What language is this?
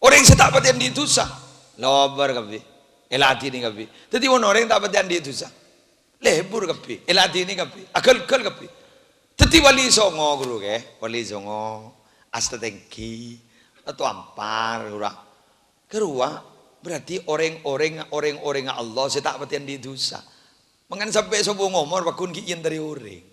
Madurese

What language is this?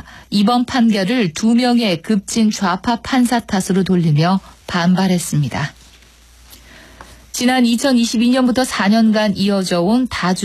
Korean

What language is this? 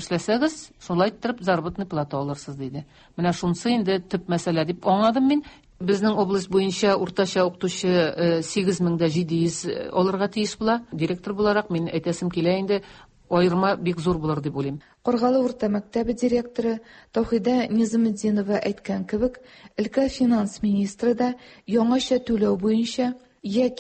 Tatar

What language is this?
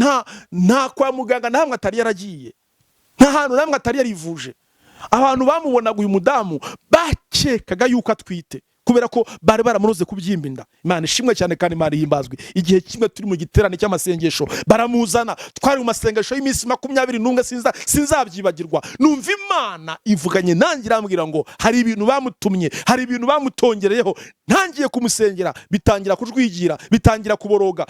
Kinyarwanda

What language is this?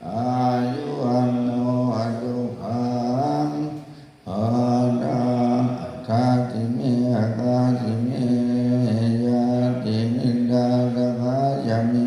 Pali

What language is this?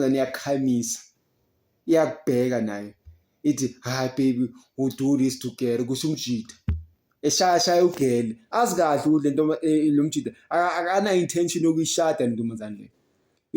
Zulu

